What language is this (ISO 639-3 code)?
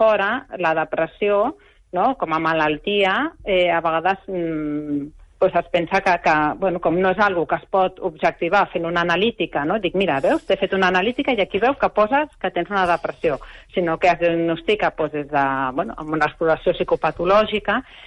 cat